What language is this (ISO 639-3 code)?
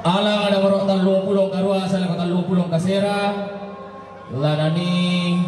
sda